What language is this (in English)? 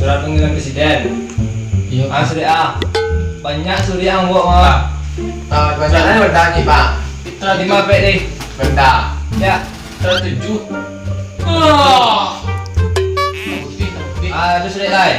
Minangkabau